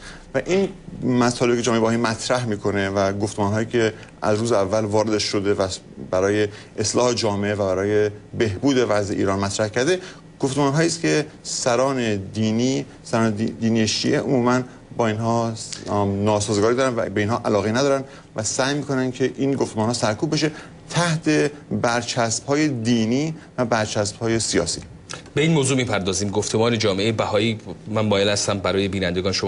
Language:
Persian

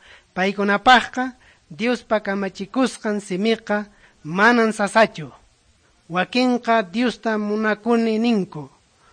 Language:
Quechua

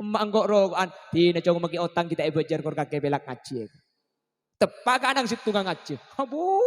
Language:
Madurese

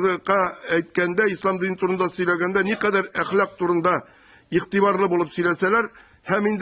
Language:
Tatar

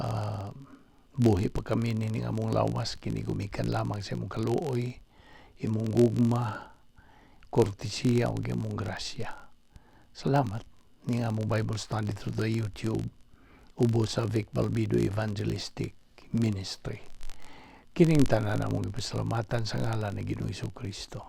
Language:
Cebuano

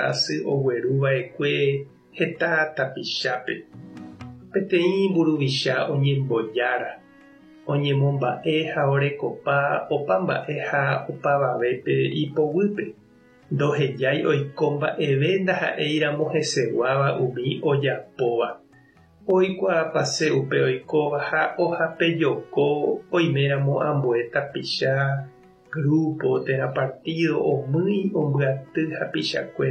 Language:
Guarani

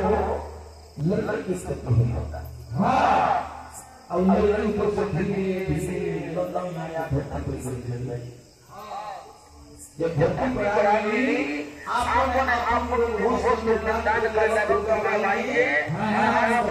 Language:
Bhojpuri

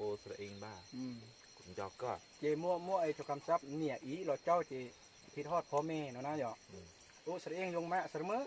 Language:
Hmong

